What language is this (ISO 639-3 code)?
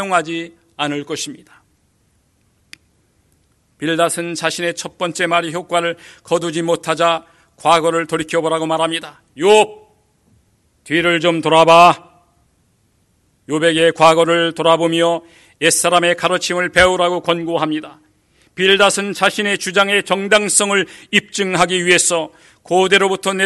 kor